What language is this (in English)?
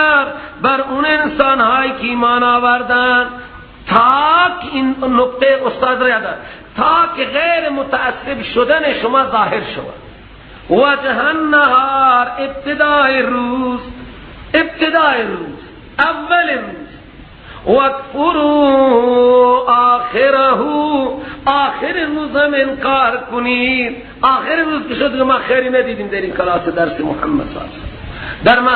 Persian